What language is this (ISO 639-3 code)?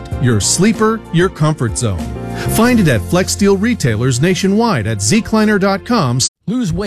eng